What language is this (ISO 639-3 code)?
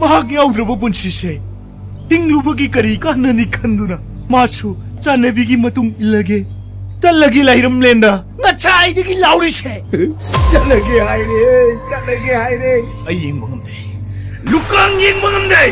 mni